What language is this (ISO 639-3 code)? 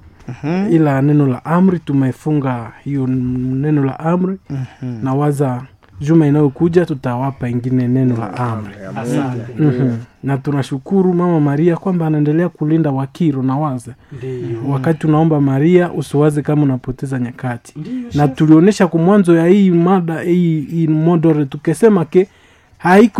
swa